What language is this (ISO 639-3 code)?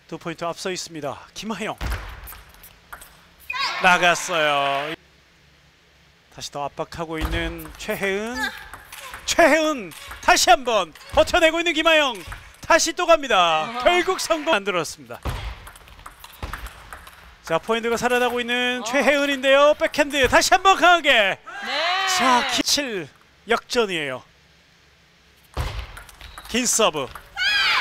kor